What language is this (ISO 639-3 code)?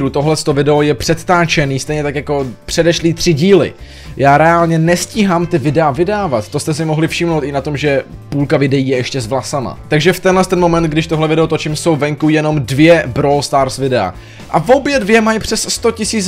ces